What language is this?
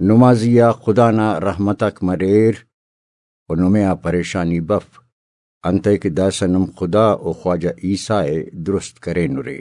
Brahui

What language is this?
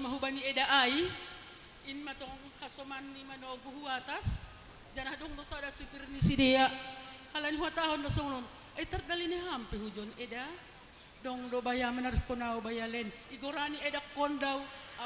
Batak Simalungun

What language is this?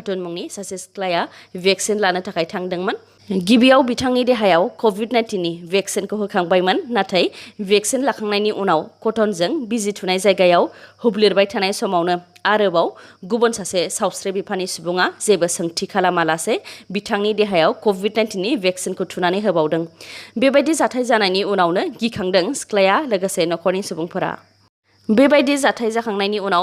Bodo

